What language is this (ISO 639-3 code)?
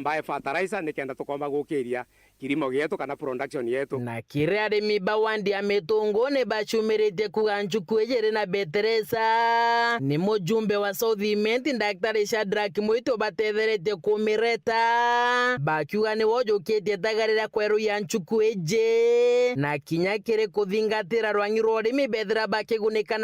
mer